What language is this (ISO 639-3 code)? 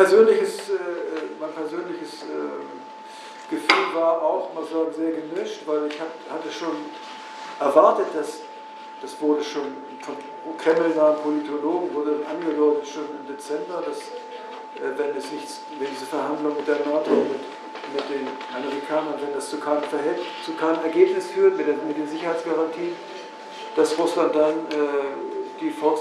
deu